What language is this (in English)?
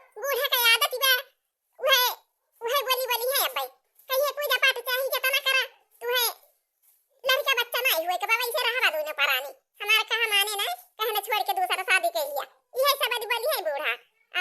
Awadhi